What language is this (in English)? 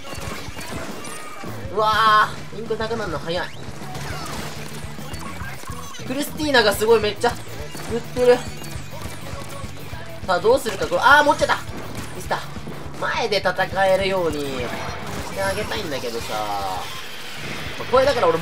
Japanese